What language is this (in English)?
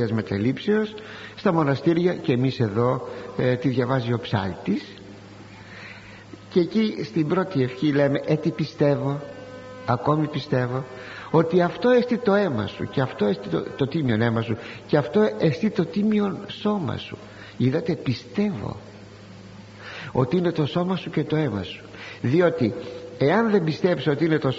Greek